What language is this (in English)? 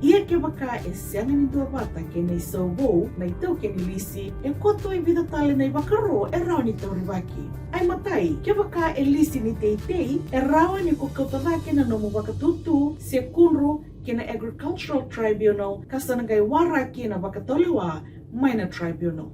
Fijian